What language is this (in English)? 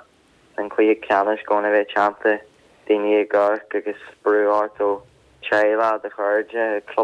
Irish